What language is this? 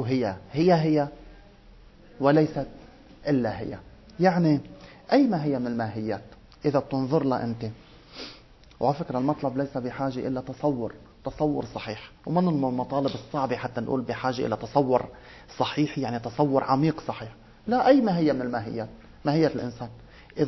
Arabic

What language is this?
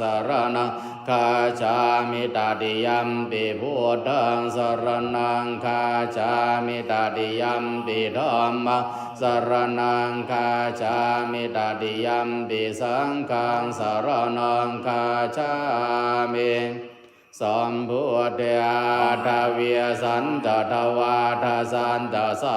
Pali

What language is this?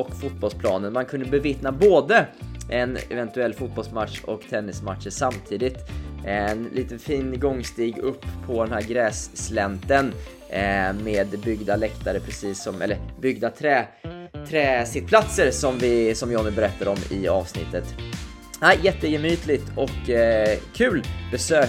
Swedish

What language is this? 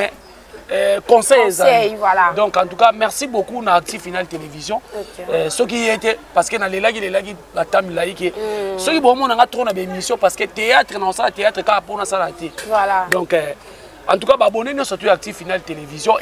Lingala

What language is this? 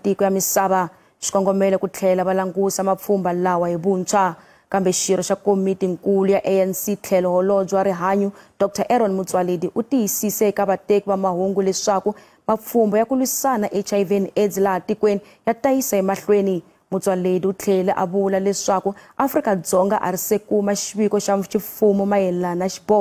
Tsonga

